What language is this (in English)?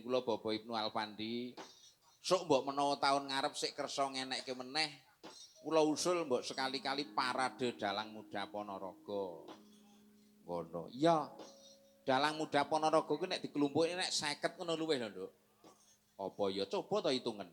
Javanese